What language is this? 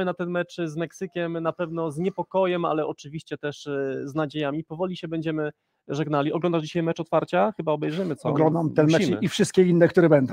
Polish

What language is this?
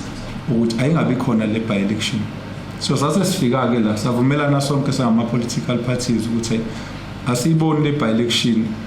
Zulu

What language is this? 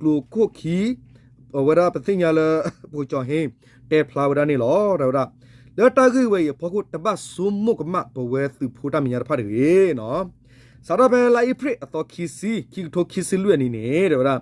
S'gaw Karen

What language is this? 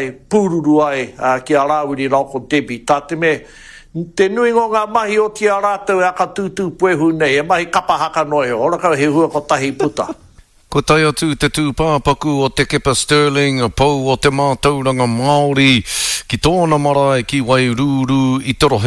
Māori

